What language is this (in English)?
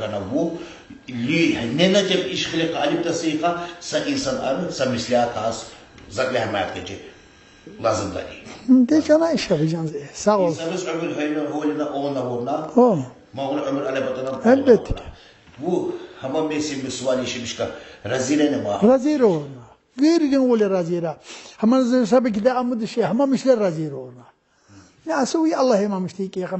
Tsakhur